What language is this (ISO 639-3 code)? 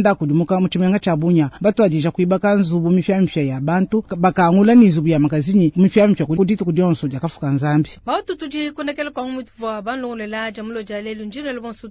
lua